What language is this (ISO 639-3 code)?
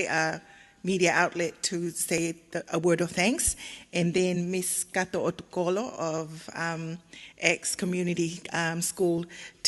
ton